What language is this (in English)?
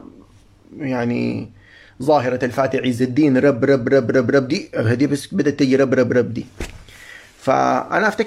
Sudanese Arabic